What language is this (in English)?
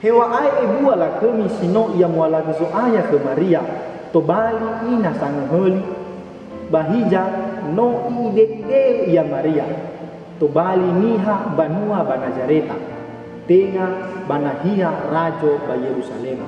Nias